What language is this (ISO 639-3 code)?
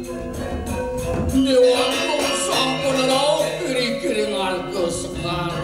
ban